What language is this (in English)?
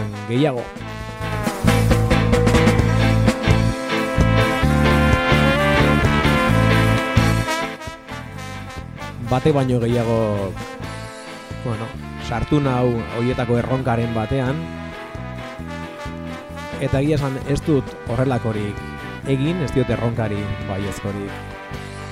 Basque